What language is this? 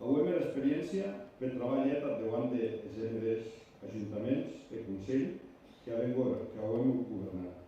Occitan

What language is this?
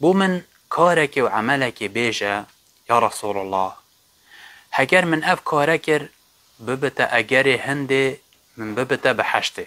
Kurdish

